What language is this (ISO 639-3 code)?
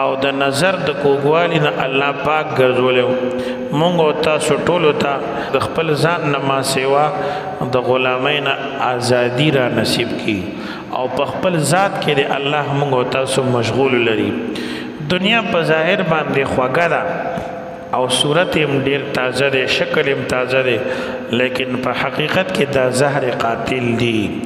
pus